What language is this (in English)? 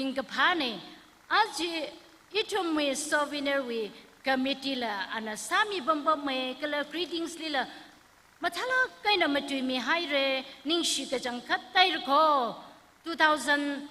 Tangkhul Naga (India)